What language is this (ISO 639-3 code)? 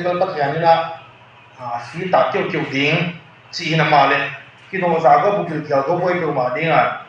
ctd